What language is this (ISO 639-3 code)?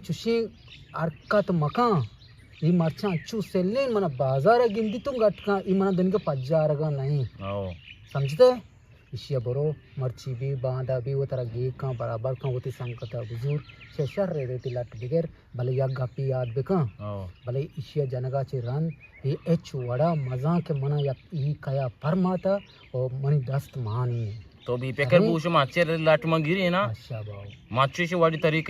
bgp